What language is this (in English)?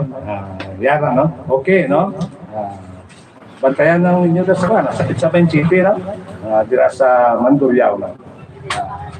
Hiligaynon